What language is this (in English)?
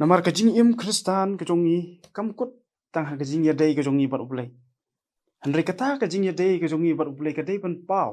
Khasi